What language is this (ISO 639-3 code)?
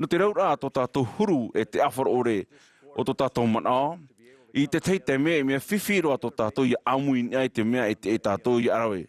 tah